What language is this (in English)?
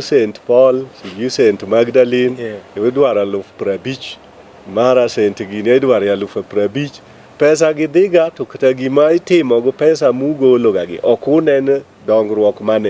Luo (Kenya and Tanzania)